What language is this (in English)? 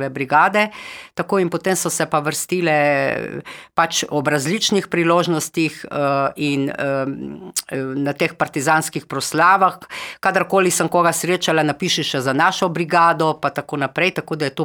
Slovenian